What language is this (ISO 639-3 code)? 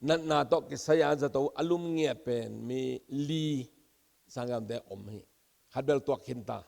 ctd